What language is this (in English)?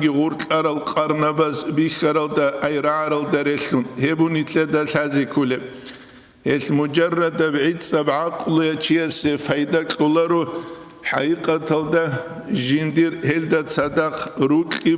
Avaric